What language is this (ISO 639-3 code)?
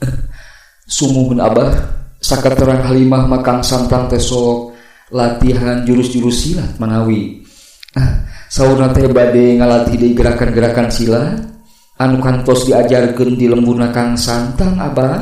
sun